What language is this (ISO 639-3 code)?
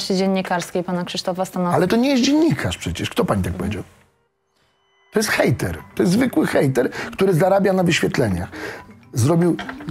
pol